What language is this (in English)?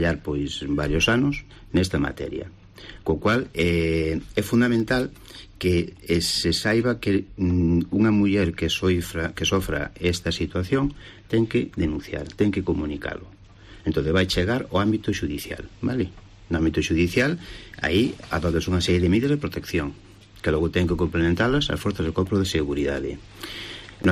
Galician